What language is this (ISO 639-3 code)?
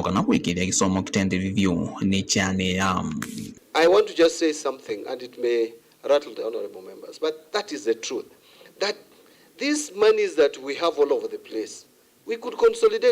kam